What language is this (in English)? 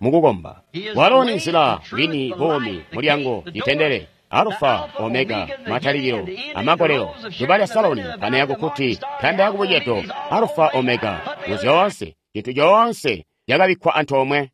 Tonga (Zambia)